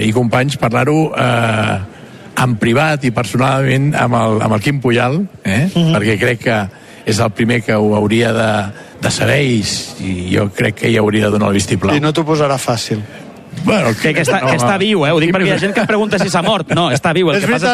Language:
Catalan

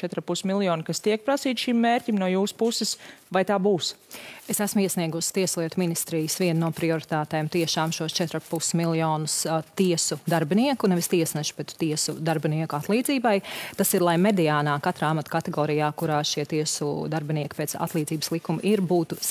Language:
Latvian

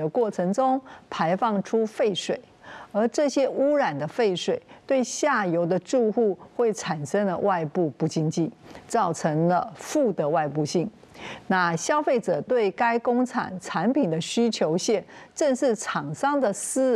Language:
Chinese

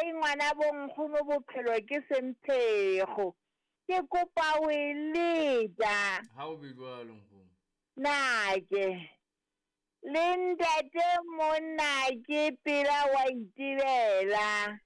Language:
Southern Sotho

